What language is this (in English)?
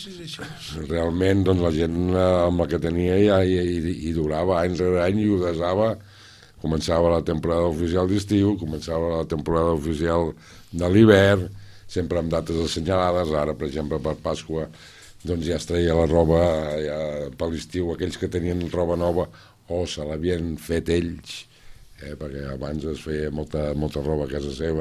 Catalan